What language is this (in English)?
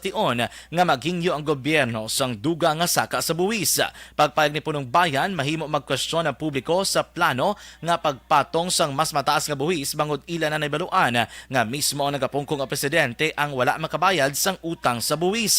Hiligaynon